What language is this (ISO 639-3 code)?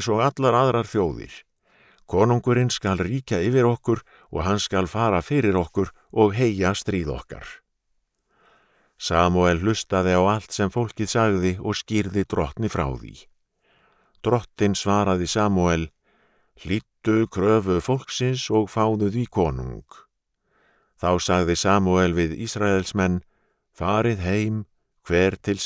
isl